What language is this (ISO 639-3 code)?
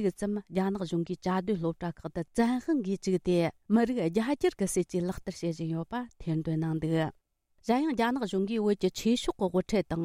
bod